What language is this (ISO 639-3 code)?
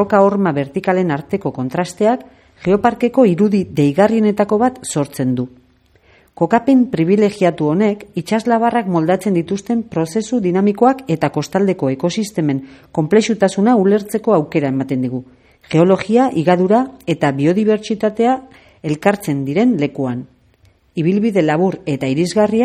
eus